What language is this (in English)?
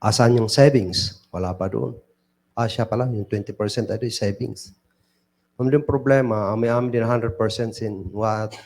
Kankanaey